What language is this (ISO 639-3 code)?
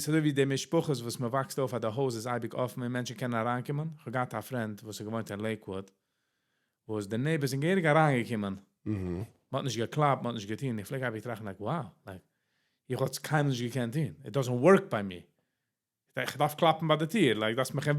yid